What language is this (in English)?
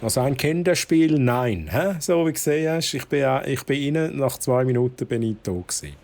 Swiss German